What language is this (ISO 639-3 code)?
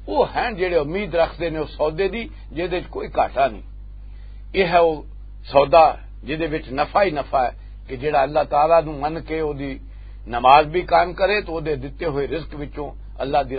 lah